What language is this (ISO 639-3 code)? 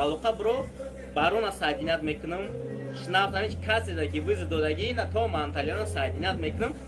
tgk